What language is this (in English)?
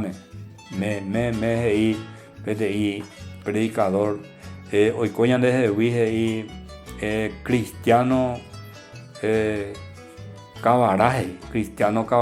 Guarani